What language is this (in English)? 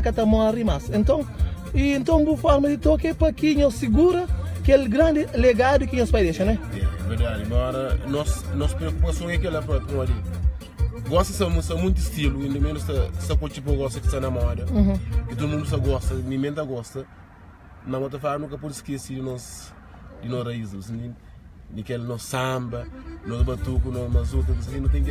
Kabuverdianu